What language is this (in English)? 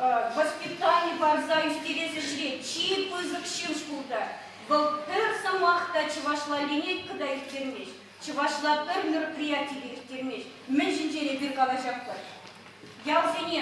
Chuvash